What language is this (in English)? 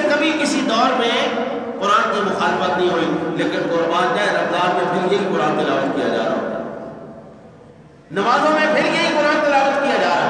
Urdu